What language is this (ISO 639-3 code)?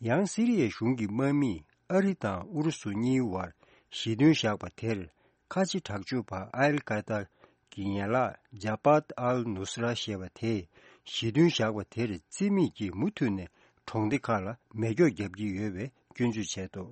bod